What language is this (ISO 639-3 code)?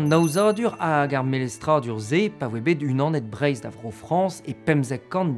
bre